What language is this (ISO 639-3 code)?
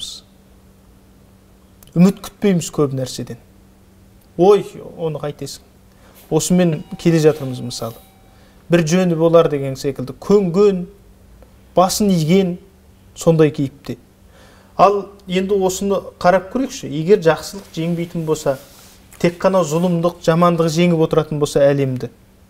kaz